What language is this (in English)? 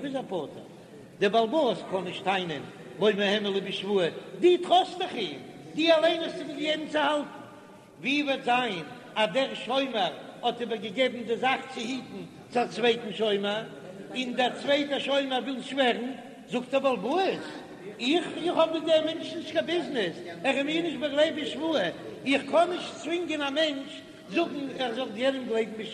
Yiddish